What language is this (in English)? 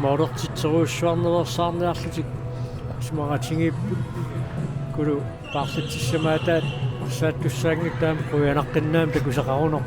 Kalaallisut